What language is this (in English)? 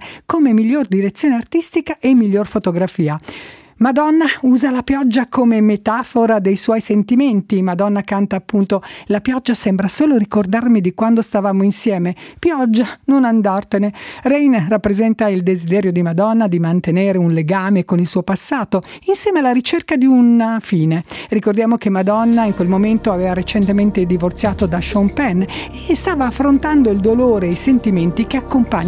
Italian